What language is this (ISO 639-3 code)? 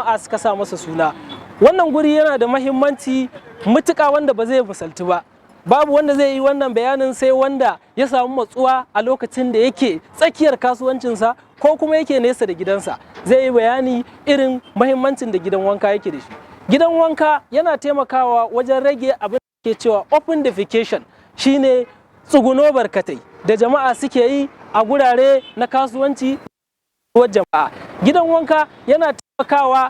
hau